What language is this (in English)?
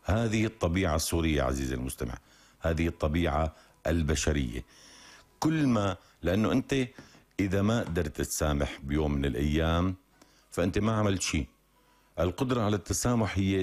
North Levantine Arabic